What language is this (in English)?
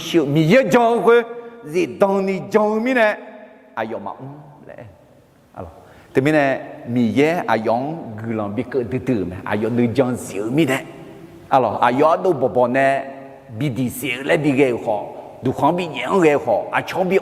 Akha